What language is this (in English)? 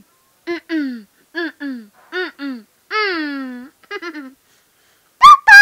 Haitian Creole